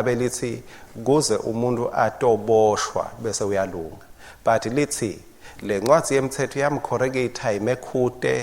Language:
Swati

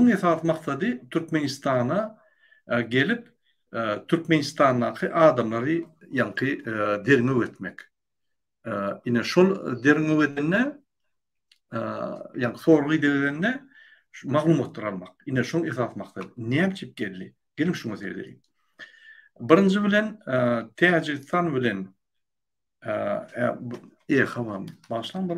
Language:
Turkmen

